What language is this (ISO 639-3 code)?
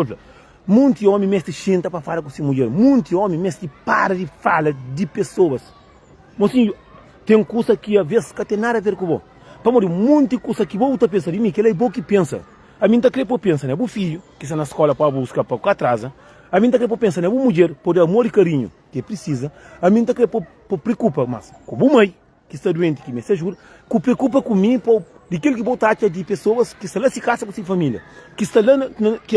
kea